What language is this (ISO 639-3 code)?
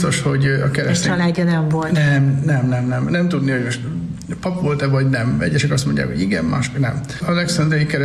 hun